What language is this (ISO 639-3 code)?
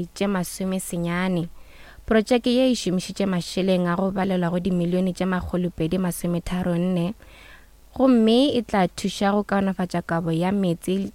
nso